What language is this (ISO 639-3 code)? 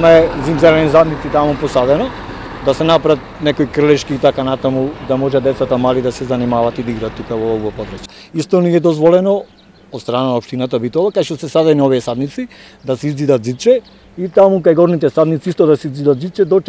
mkd